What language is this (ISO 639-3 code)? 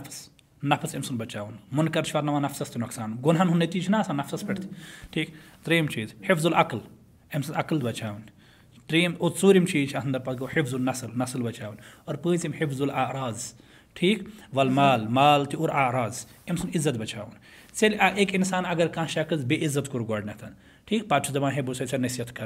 kas